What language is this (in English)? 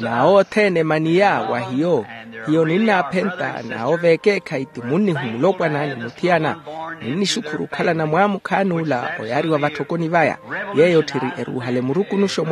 Makhuwa